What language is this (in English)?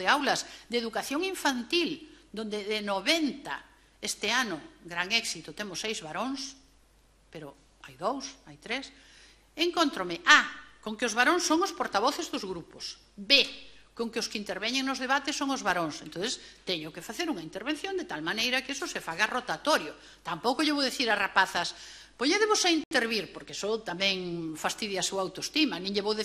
Galician